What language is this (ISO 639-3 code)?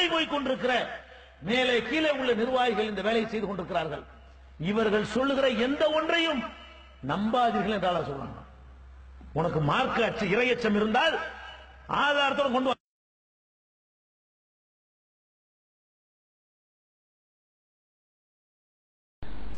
tam